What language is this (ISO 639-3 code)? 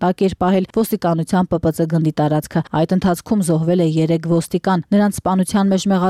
hye